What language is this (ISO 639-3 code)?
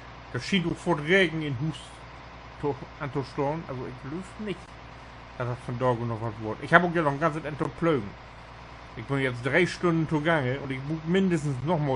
nds